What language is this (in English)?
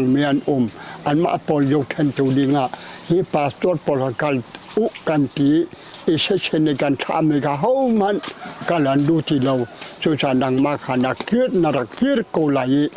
Hakha Chin